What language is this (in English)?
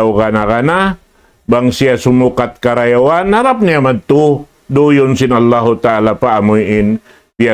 Tausug